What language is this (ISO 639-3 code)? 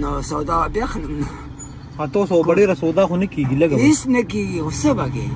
pus